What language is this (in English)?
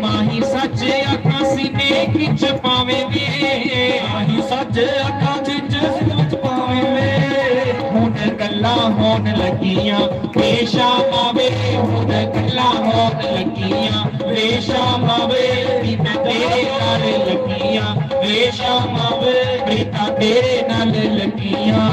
Dogri